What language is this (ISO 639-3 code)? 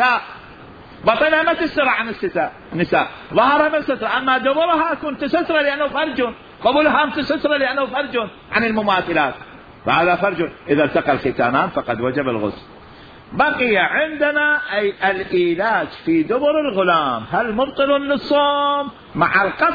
acm